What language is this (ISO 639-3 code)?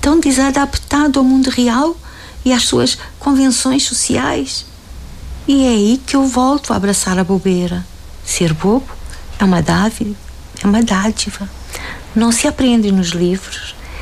por